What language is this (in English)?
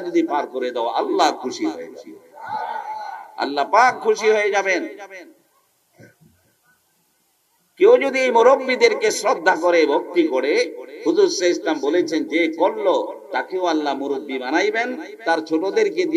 Bangla